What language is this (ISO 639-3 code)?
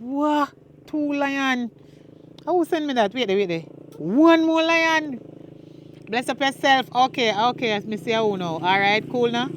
jam